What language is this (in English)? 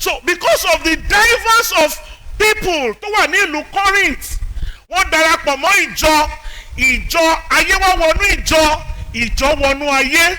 Yoruba